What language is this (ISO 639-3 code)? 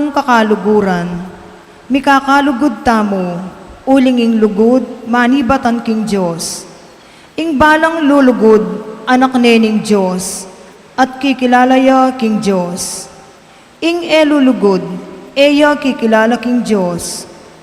pam